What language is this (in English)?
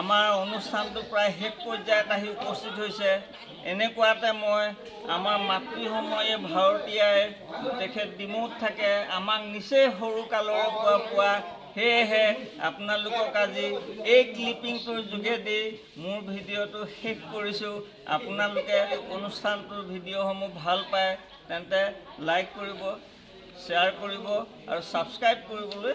Assamese